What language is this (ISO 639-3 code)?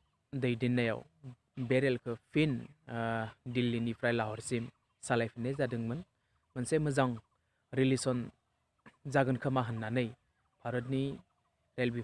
brx